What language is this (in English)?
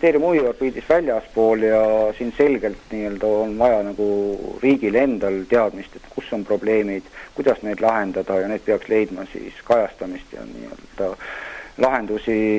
Estonian